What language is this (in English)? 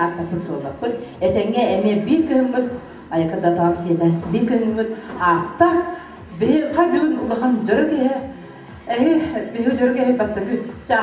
Yakut